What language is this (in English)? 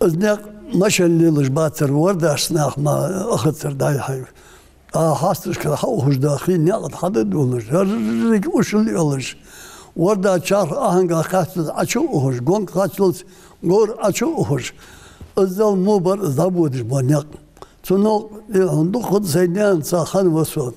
Ingush